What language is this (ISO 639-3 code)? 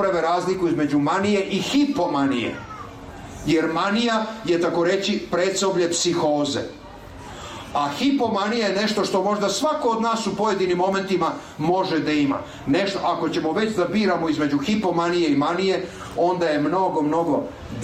srp